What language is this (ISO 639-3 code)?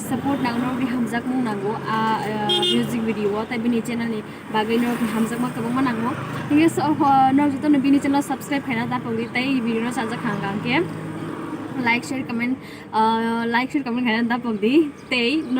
trp